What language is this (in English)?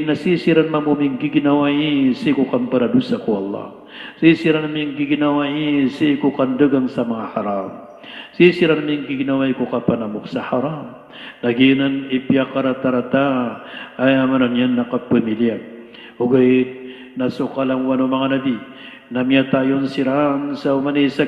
Maranao